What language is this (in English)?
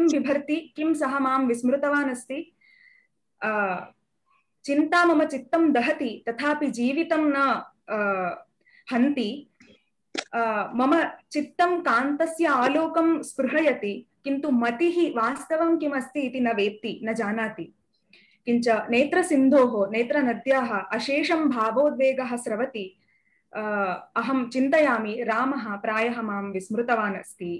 Sanskrit